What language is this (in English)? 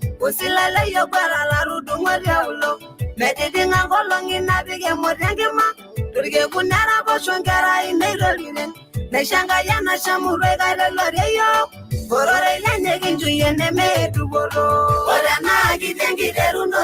Masai